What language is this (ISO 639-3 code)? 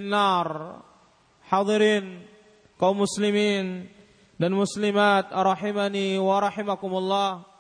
ind